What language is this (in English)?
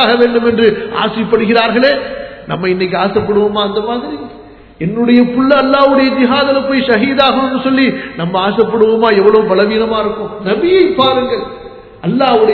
Tamil